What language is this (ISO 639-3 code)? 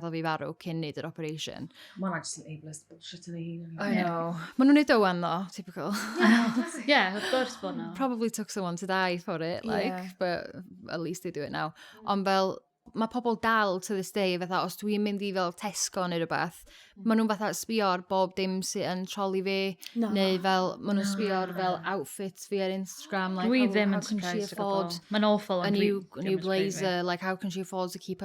cym